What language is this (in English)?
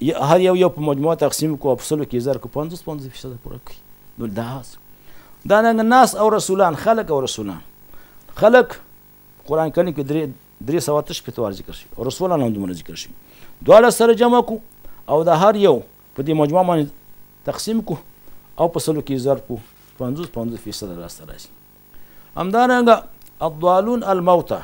Pashto